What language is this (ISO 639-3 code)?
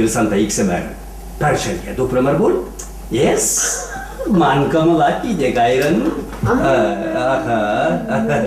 chv